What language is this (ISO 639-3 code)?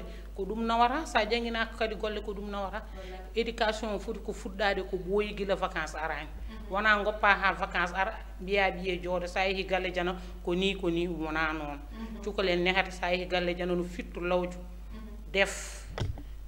ful